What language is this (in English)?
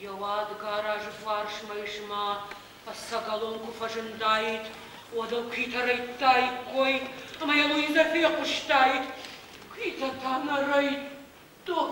Ossetic